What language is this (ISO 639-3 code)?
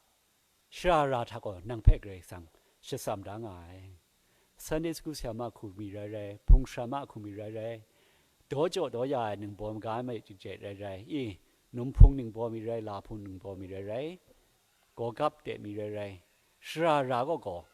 kac